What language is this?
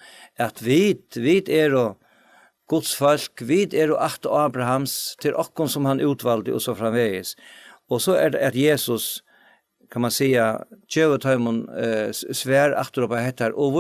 Faroese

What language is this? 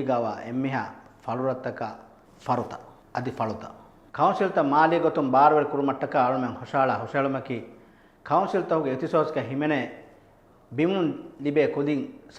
Divehi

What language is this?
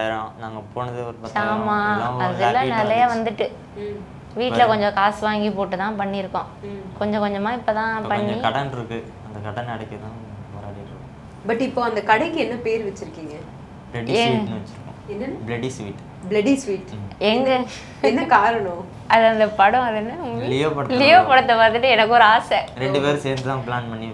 Tamil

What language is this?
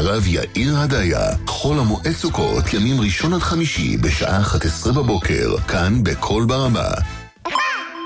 Hebrew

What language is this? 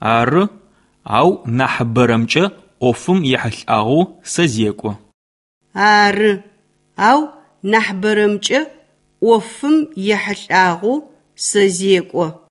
Albanian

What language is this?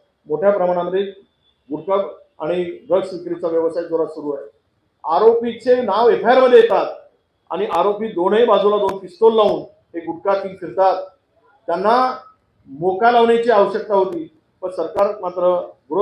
Marathi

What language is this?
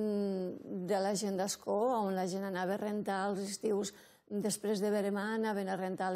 Catalan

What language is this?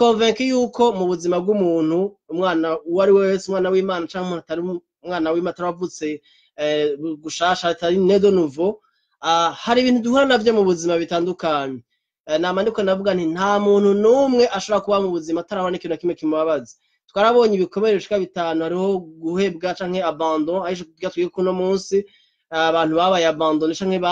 Rundi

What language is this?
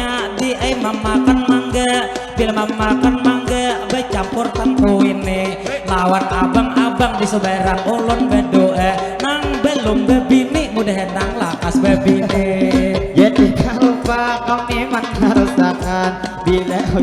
Banjar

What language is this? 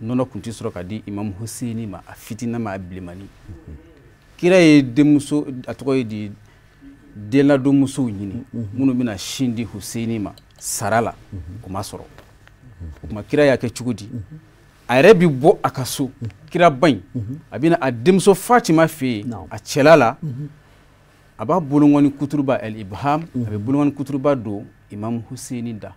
Bambara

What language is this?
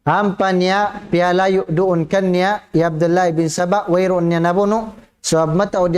Tausug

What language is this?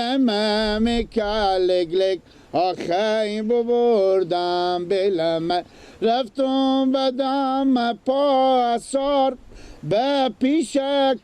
Persian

